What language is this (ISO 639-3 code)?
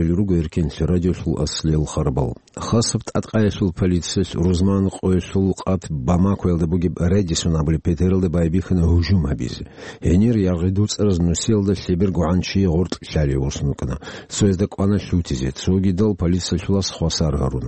ava